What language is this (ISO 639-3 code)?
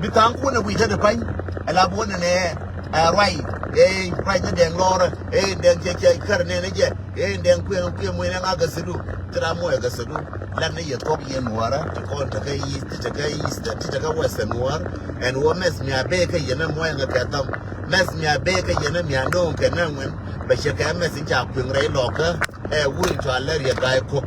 nus